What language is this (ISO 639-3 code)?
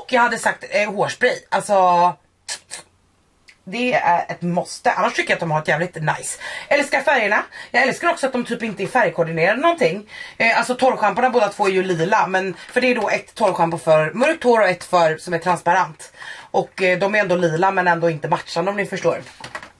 swe